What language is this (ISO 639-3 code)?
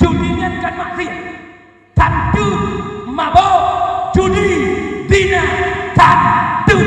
ace